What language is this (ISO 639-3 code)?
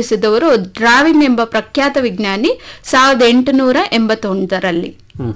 kan